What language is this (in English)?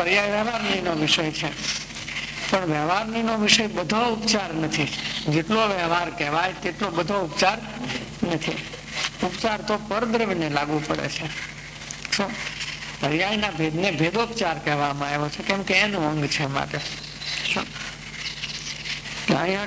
Gujarati